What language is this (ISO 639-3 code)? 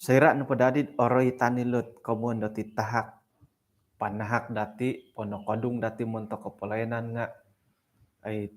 dtp